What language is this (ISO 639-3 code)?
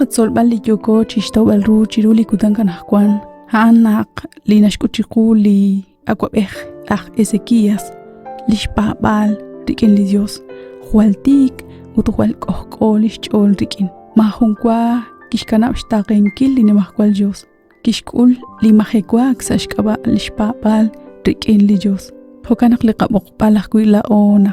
kek